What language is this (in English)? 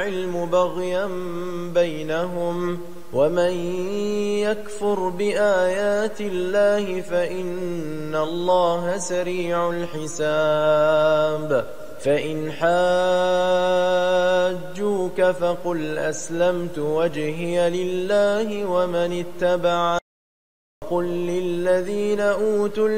Arabic